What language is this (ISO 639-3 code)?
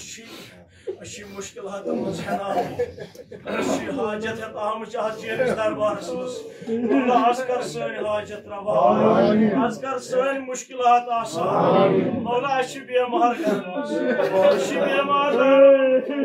kas